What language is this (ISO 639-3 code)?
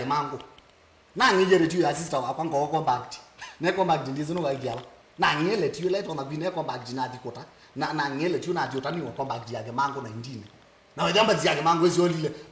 kam